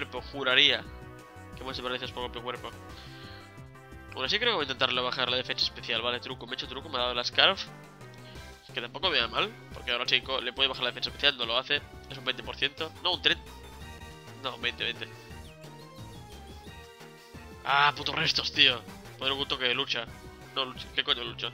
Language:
Spanish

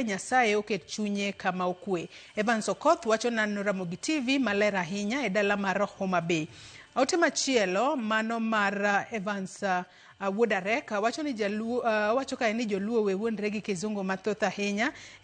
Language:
Luo (Kenya and Tanzania)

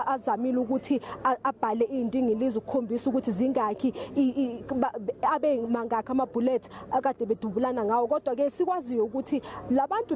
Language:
Zulu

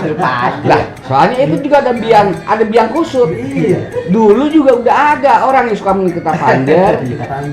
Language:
Betawi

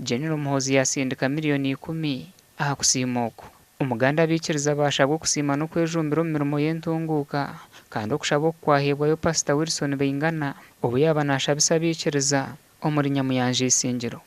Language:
Nyankole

